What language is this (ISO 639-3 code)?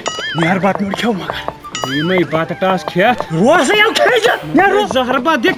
kas